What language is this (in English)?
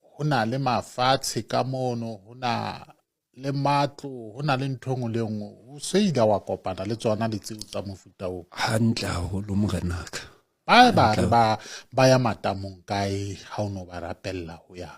Southern Sotho